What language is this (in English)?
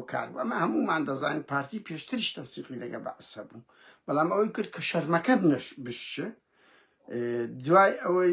Central Kurdish